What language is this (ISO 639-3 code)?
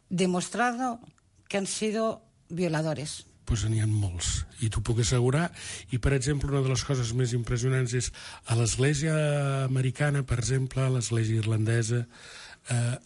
cat